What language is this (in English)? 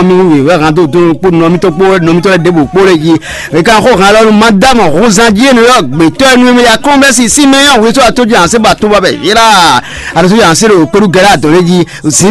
Fon